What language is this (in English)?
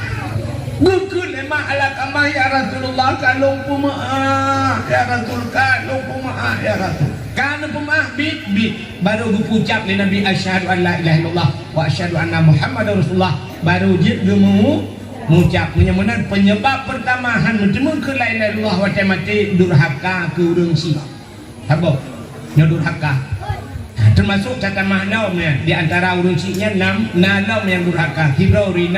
Achinese